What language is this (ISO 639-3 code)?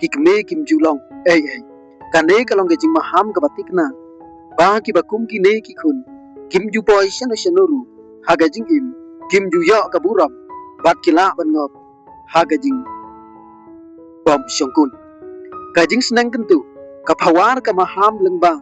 kha